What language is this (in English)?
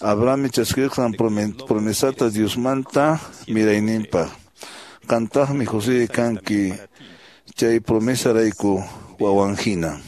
Quechua